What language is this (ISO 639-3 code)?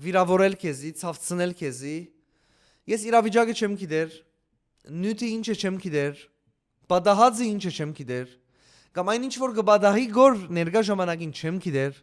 hyw